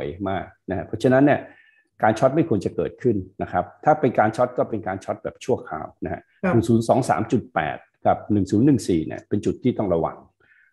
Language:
Thai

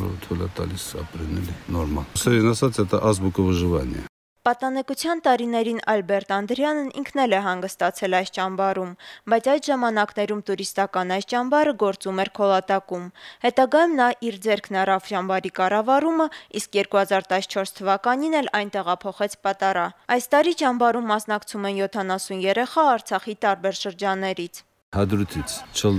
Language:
Armenian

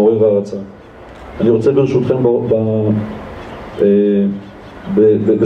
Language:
Hebrew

